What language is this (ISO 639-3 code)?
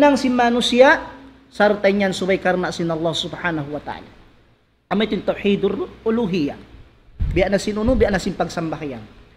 tsg